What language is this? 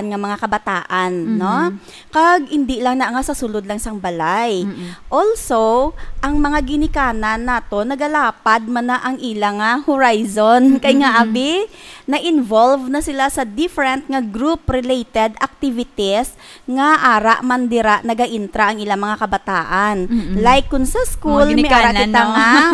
Hiligaynon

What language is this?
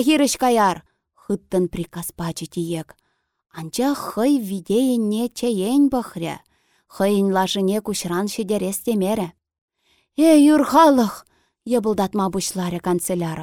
Chuvash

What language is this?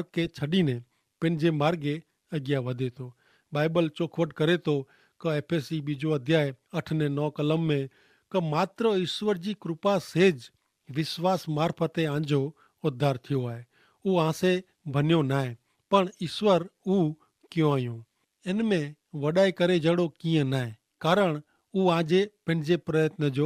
Kachhi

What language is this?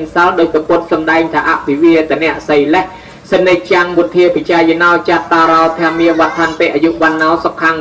Khmer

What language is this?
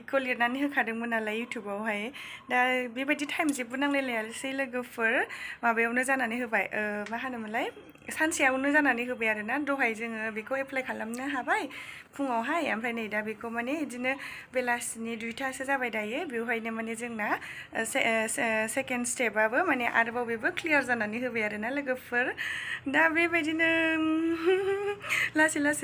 Bodo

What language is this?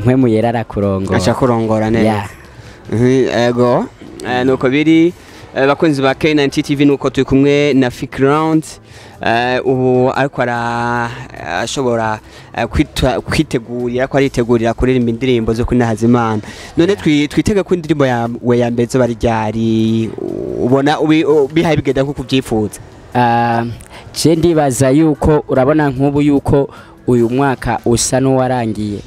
Rundi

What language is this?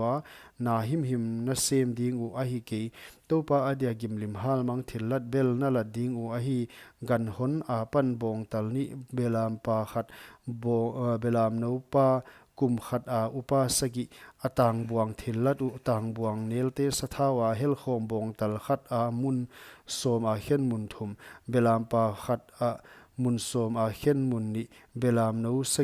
Paite Chin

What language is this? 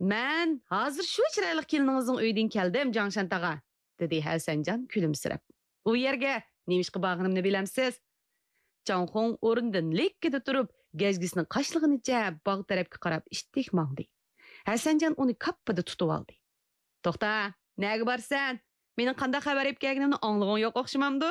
Uyghur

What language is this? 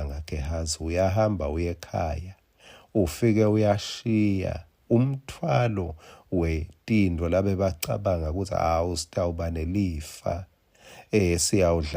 Swati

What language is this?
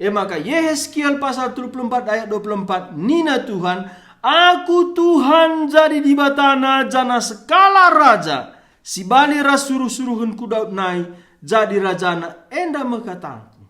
Batak Karo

